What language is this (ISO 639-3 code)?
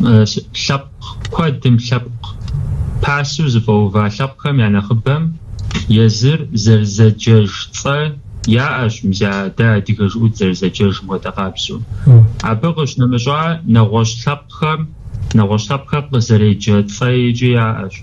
kbd